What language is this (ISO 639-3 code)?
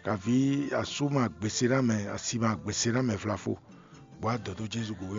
fon